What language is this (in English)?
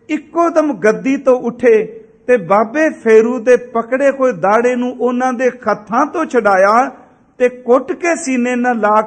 Punjabi